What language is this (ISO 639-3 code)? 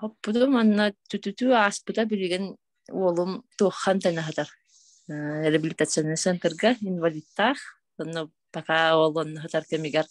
sah